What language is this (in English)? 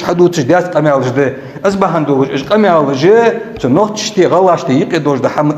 Ingush